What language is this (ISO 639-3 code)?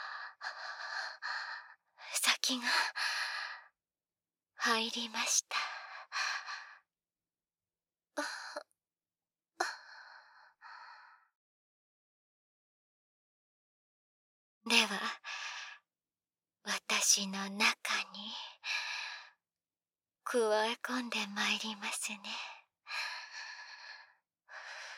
jpn